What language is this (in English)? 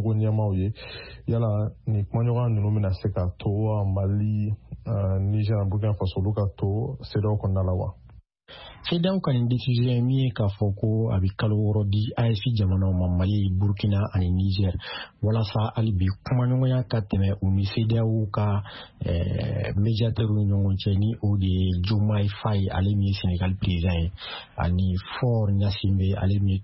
Bambara